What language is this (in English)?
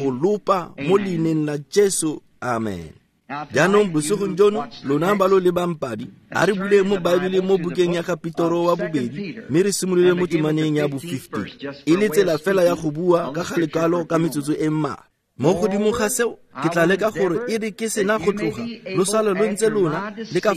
Tswana